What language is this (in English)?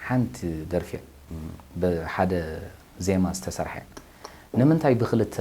Tigrinya